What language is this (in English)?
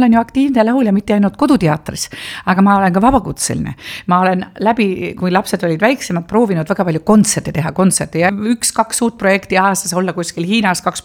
Estonian